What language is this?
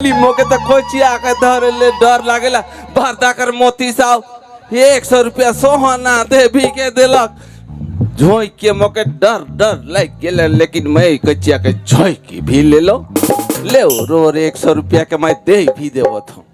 Sadri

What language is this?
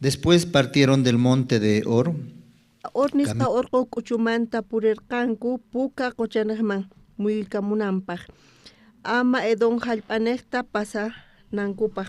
South Bolivian Quechua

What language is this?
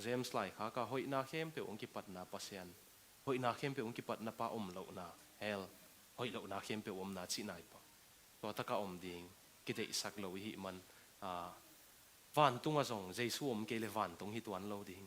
Tedim Chin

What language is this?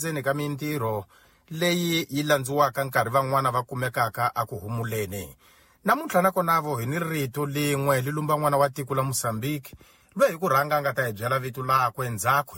Tsonga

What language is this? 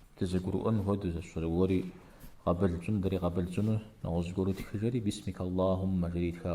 Kabardian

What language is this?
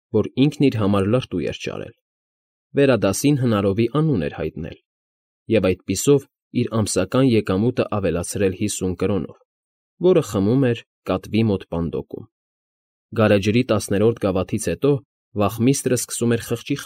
Armenian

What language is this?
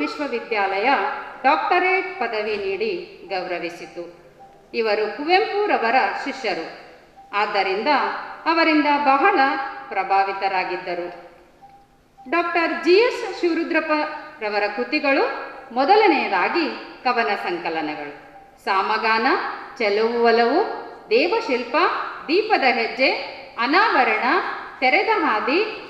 Kannada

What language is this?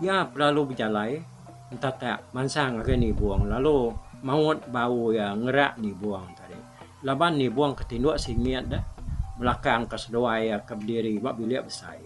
Iban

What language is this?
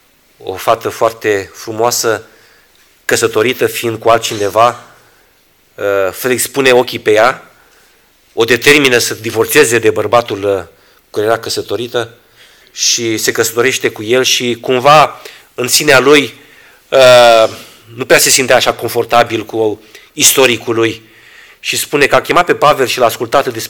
Romanian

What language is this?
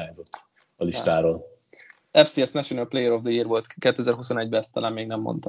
Hungarian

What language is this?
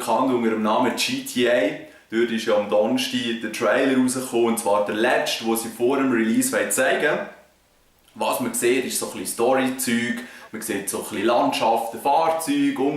Swiss German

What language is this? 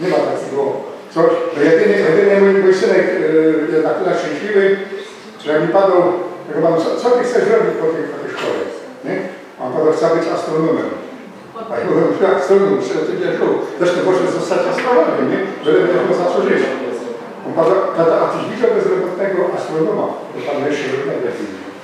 Silesian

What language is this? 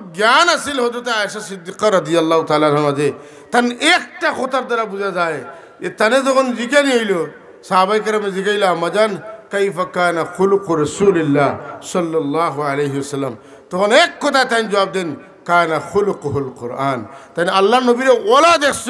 Sylheti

